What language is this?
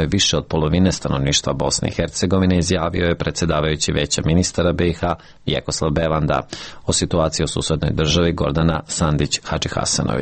Serbian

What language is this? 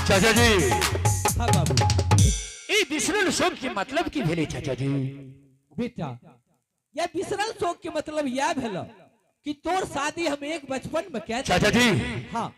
Angika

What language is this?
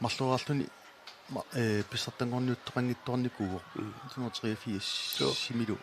Kalaallisut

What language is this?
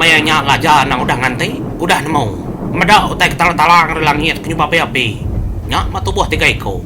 Iban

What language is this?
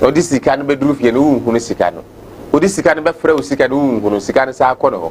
Akan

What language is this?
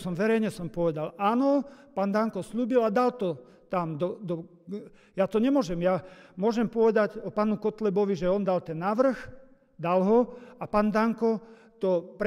Slovak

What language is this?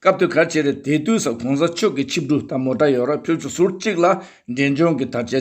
Tibetan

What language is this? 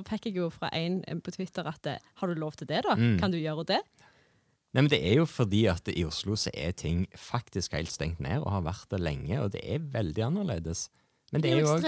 Norwegian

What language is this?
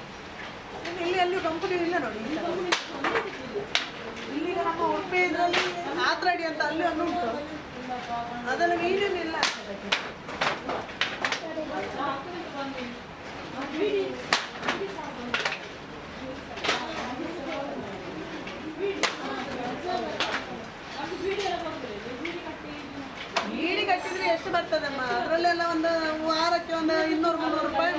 Kannada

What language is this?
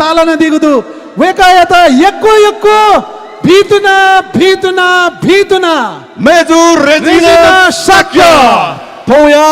Newari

